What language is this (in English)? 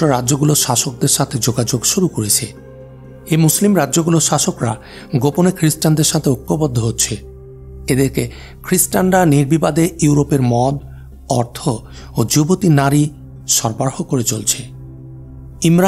Bangla